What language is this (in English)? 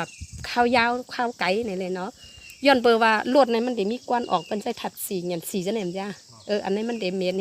Shan